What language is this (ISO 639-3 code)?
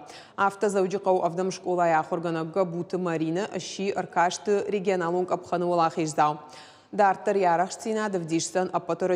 oss